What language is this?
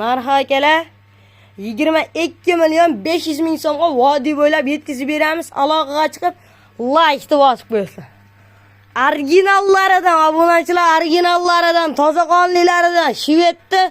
Uzbek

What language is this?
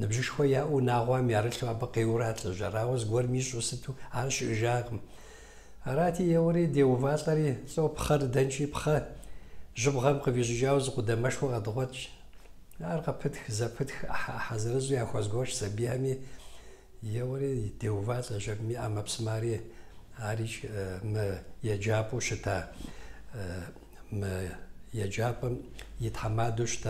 Kabardian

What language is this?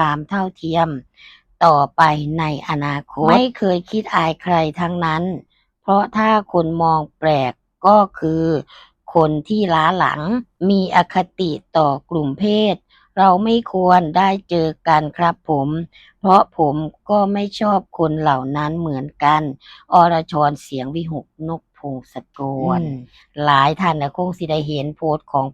Northeastern Thai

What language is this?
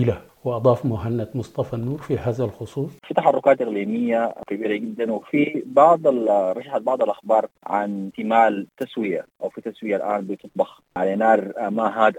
Sudanese Arabic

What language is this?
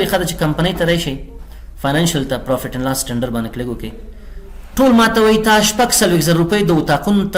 Pashto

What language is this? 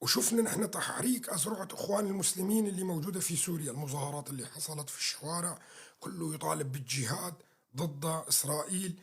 North Levantine Arabic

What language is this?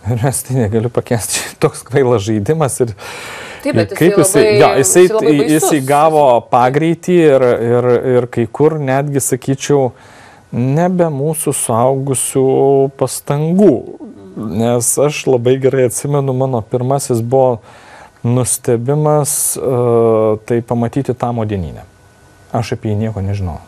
Lithuanian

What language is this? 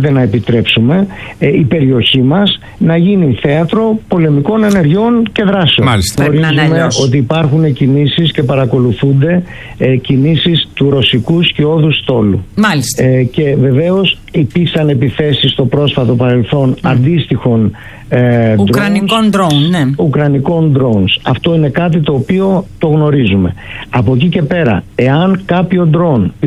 Greek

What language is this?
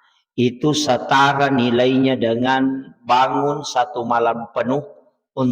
Buginese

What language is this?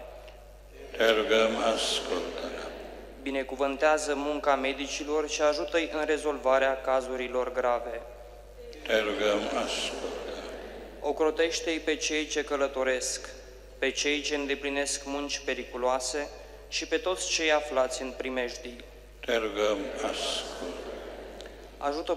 Romanian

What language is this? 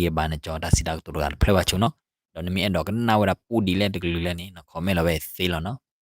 S'gaw Karen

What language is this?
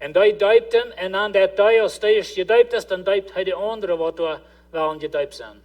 Plautdietsch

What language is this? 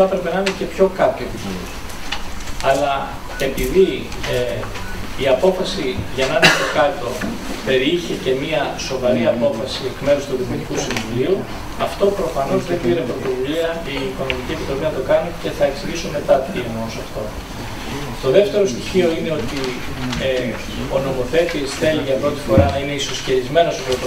Greek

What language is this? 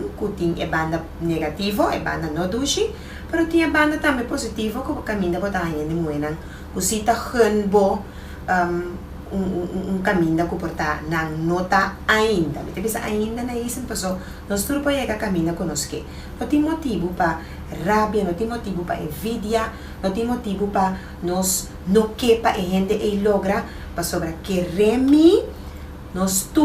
Papiamento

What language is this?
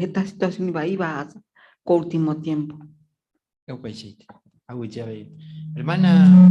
Guarani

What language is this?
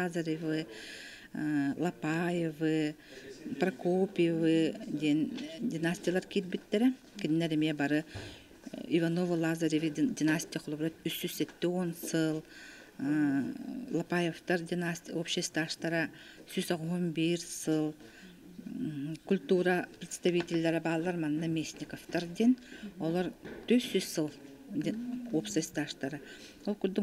Yakut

